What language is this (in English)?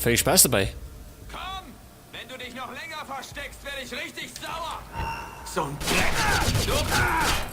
Bavarian